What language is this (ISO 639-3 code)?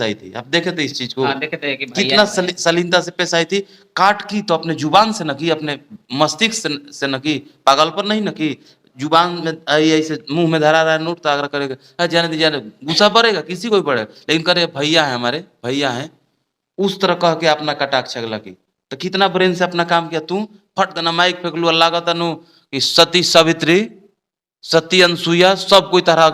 bho